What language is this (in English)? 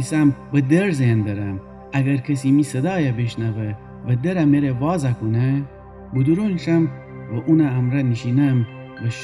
Gilaki